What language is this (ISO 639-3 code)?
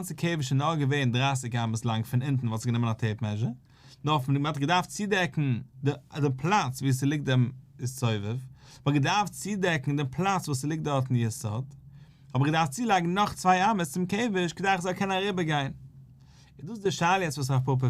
yid